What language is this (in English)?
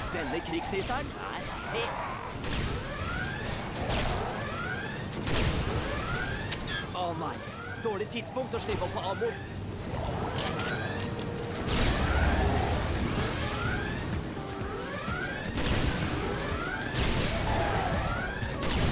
Norwegian